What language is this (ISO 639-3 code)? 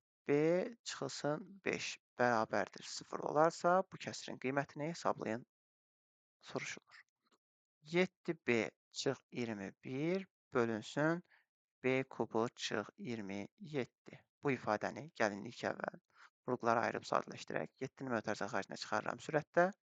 aze